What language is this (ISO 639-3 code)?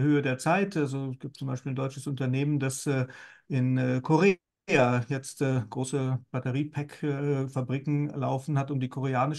deu